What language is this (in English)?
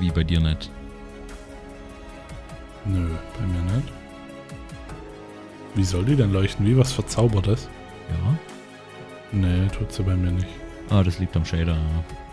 German